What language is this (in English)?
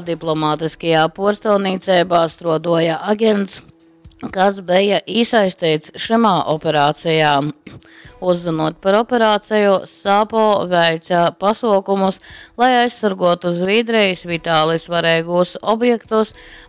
Latgalian